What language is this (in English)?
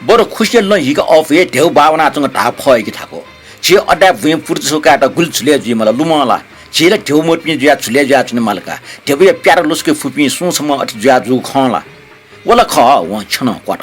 Newari